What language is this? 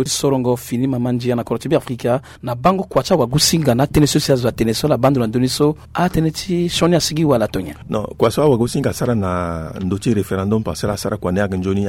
Sango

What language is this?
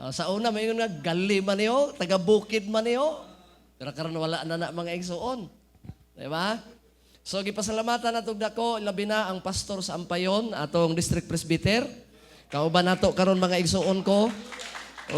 Cebuano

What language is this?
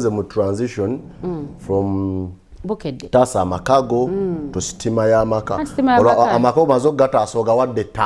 Ganda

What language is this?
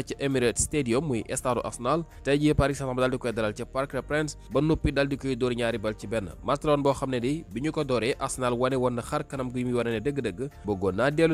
Wolof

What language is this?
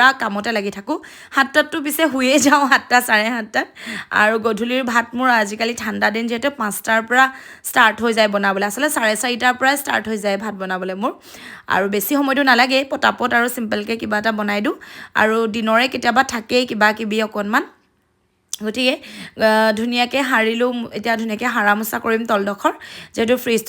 Assamese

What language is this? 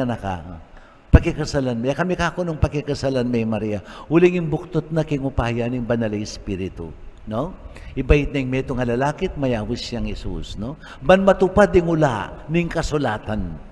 Pampanga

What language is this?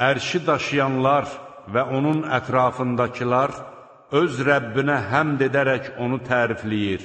Azerbaijani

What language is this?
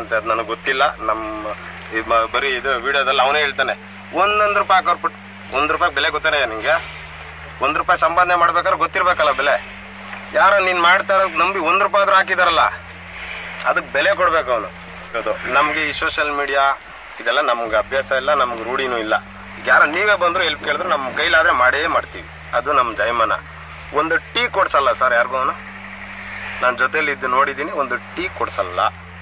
Kannada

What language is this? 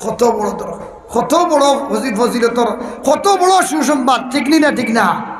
Sylheti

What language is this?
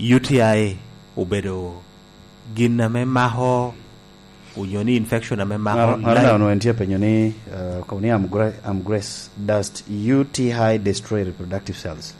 Lango (Uganda)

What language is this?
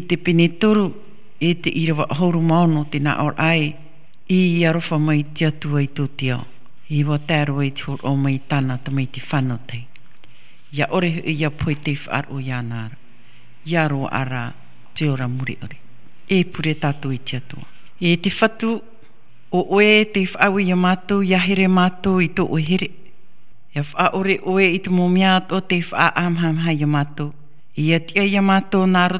Tahitian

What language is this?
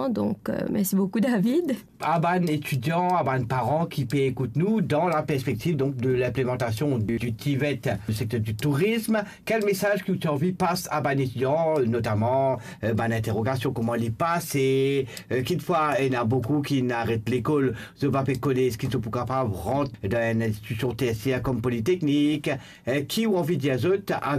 Morisyen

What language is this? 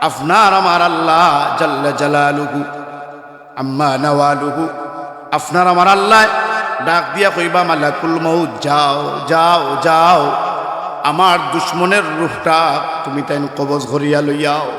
Sylheti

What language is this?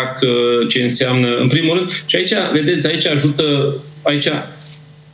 Romanian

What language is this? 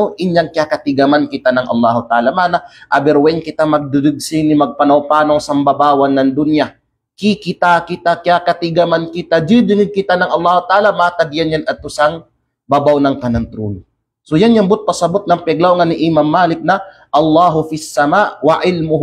Kalagan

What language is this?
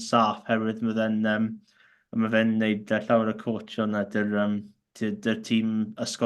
Welsh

